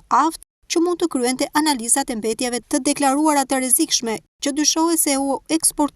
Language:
Albanian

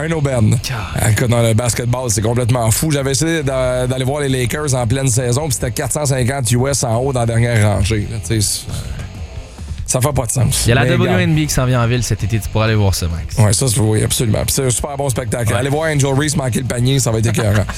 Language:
French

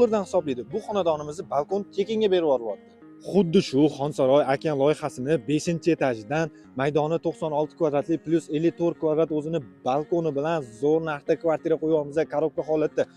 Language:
Uzbek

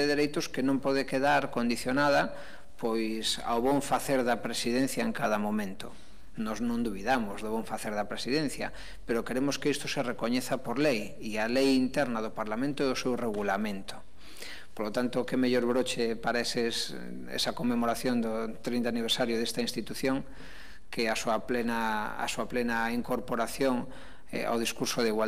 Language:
Galician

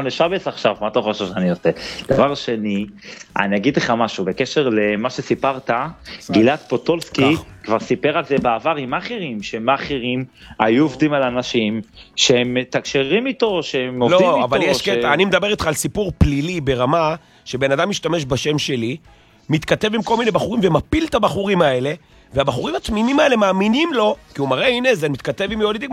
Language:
Hebrew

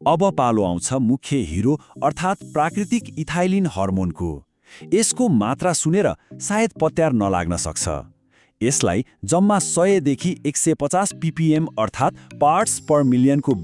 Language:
Nepali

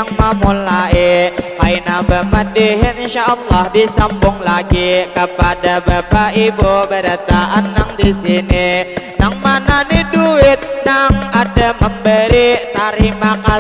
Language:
Banjar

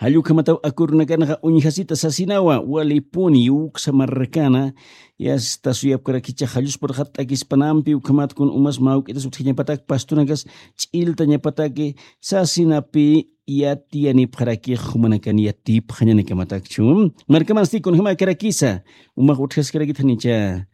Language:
Aymara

